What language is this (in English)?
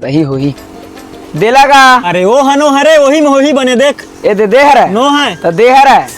Chhattisgarhi